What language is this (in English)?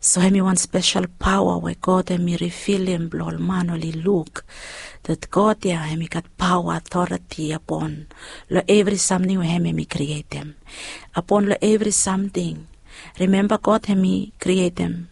Bislama